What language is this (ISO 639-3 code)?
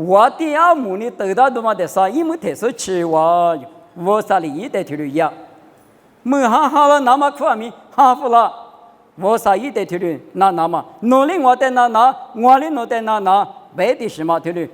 lis